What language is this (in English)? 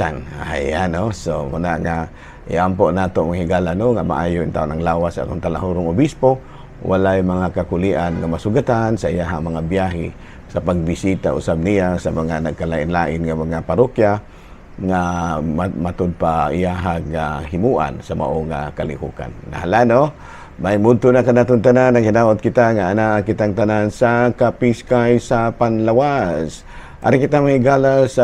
Cebuano